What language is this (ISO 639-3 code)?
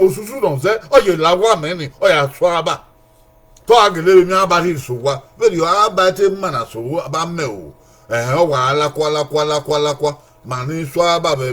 bin